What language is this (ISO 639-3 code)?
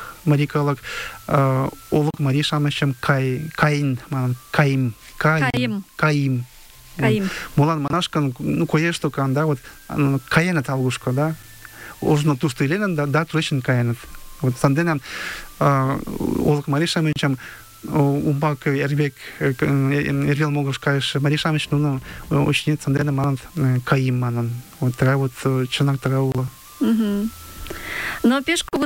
chm